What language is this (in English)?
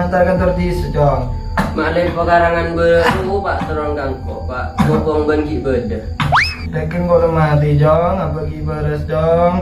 Madurese